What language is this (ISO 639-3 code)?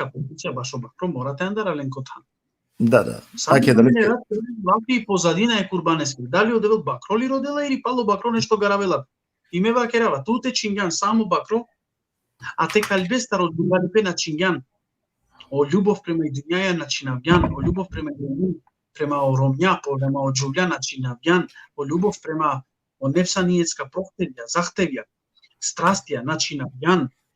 rmn